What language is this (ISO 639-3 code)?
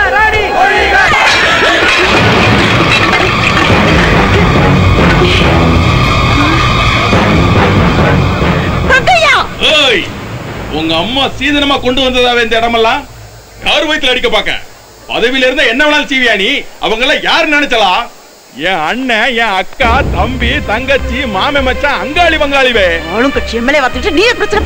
tam